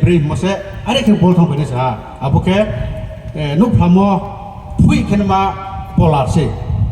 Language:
Riang (India)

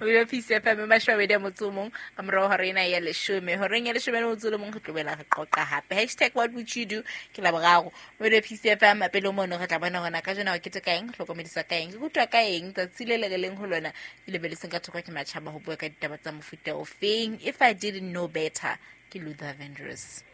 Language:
Southern Sotho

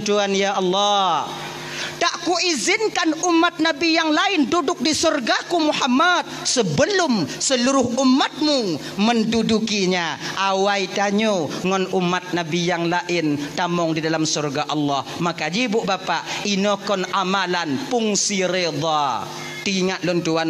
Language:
Achinese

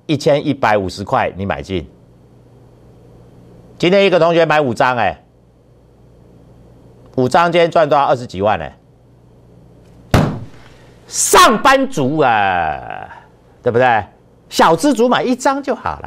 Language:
Chinese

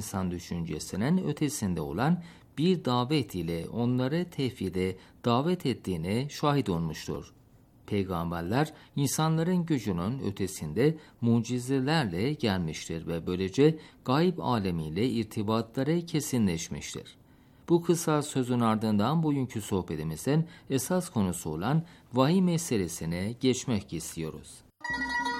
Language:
Turkish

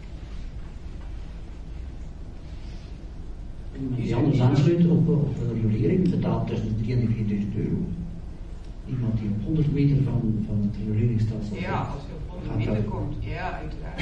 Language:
Dutch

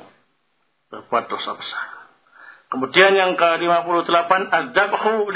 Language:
Indonesian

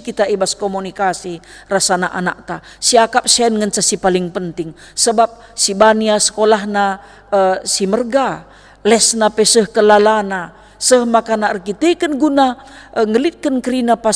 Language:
Batak Karo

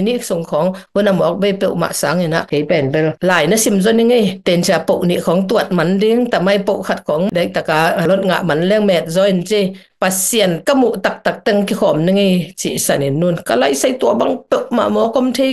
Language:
Tedim Chin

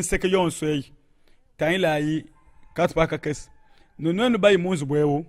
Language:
Luba-Lulua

